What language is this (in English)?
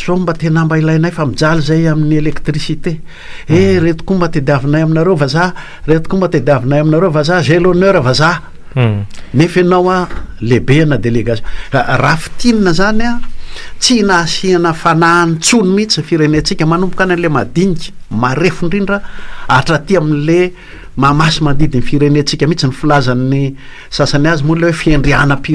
Malagasy